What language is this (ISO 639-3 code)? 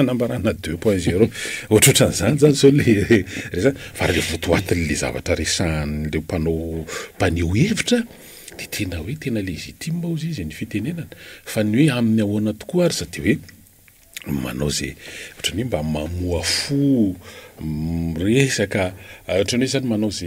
mlg